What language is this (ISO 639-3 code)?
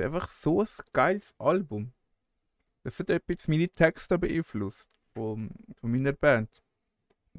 gsw